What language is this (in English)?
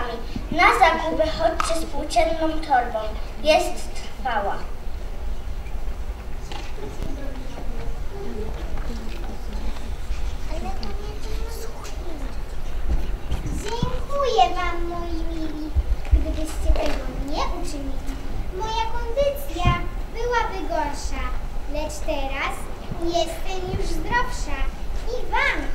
Polish